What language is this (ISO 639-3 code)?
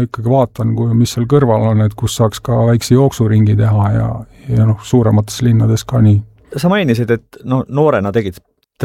est